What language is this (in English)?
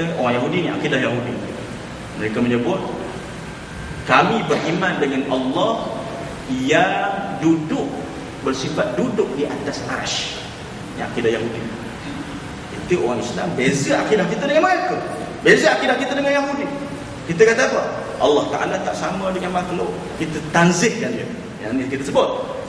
Malay